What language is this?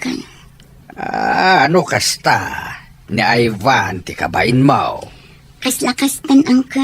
Iloko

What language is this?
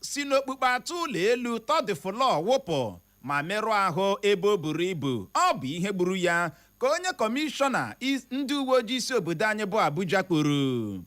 Igbo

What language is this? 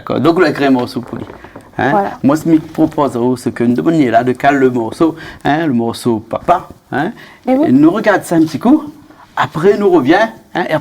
Réunion Creole French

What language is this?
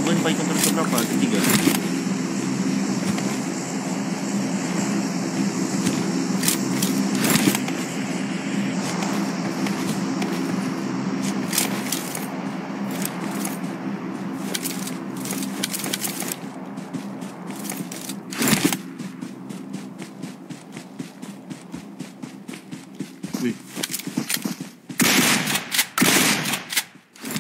Malay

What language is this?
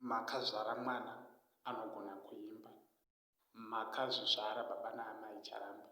Shona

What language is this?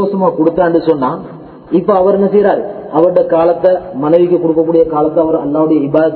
Tamil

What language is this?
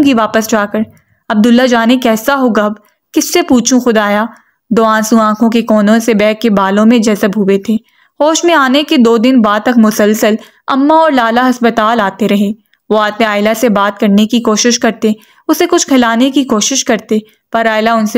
Urdu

